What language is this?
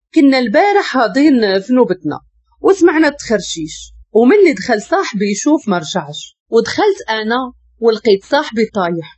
Moroccan Arabic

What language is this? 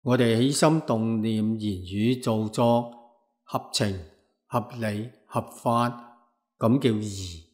Cantonese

